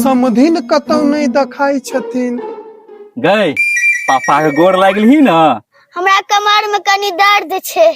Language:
Maithili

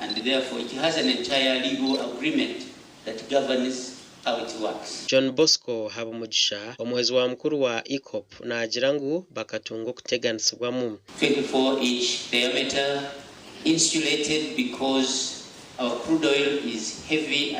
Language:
Nyankole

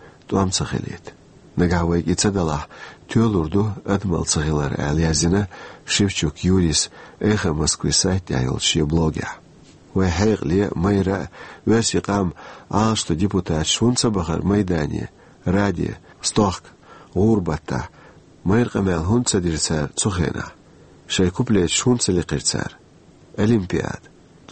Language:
Chechen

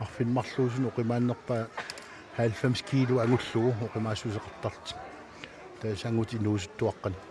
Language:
Kalaallisut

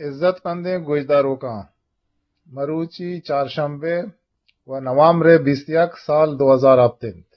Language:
Eastern Balochi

